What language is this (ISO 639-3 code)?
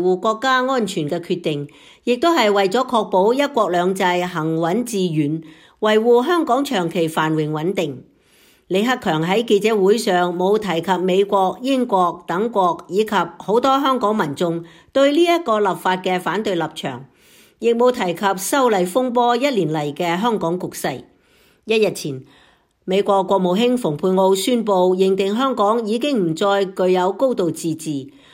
yue